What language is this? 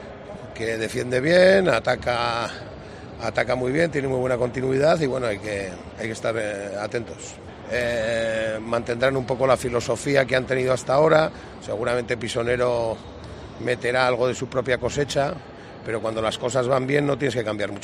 Spanish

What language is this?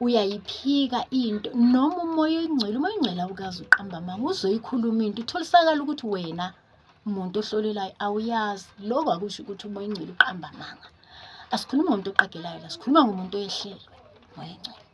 Zulu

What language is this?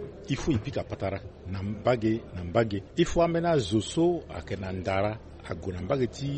Sango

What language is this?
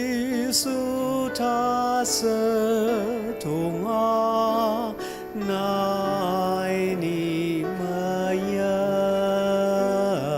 Ao Naga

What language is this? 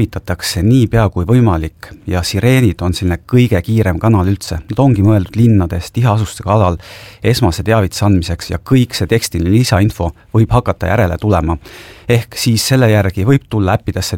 Estonian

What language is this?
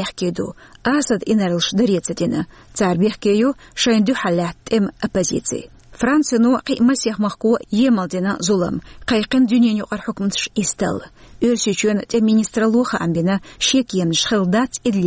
Chechen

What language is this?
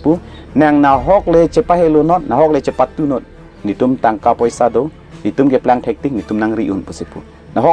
Karbi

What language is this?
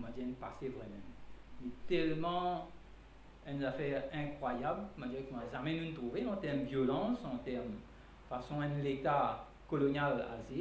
Morisyen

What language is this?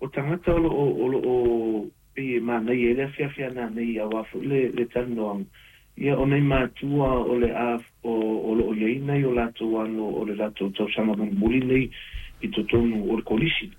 Samoan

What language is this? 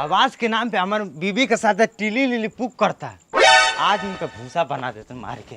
Bhojpuri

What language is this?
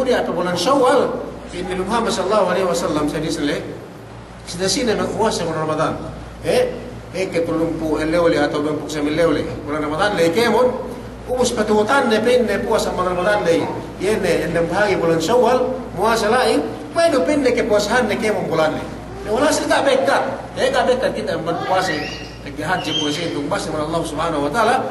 Yakan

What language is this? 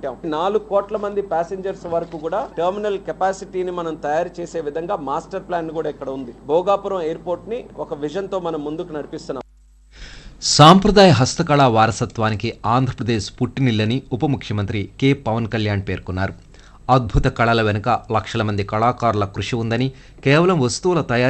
Telugu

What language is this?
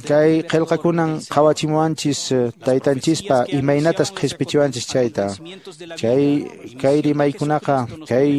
Quechua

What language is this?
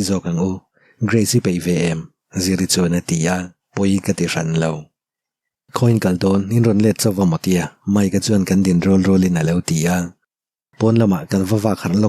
Mizo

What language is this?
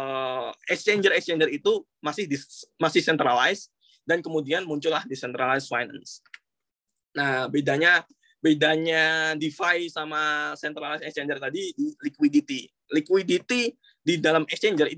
Indonesian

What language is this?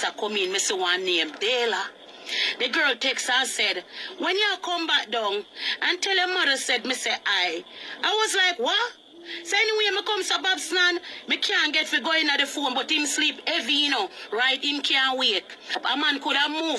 Jamaican Creole English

